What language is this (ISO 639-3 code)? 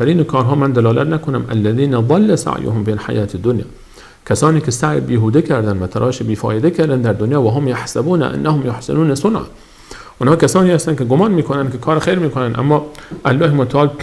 fas